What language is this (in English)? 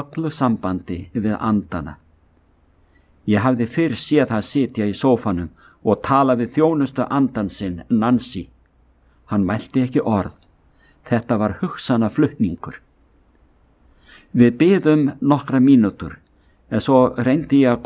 Icelandic